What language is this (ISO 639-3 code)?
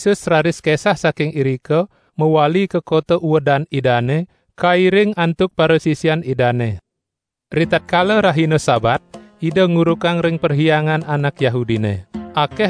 ban